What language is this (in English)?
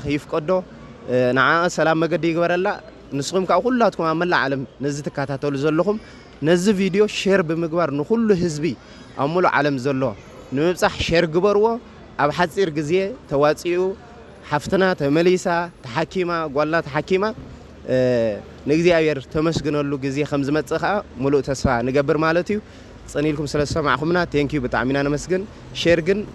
Tigrinya